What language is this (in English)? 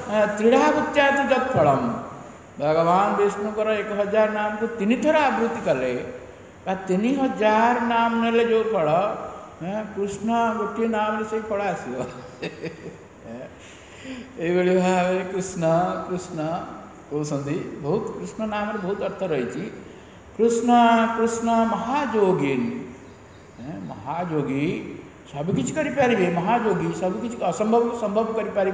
Odia